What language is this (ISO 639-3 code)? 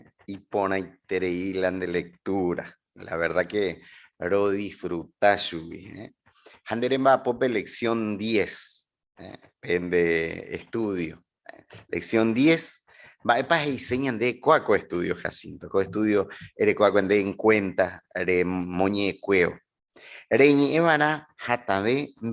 grn